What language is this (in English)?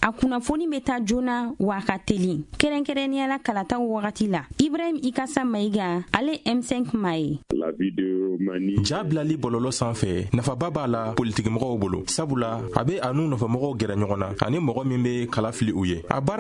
Bambara